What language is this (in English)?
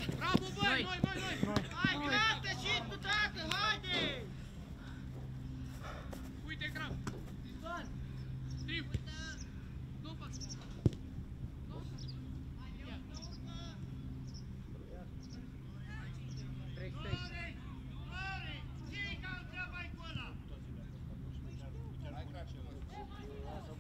Romanian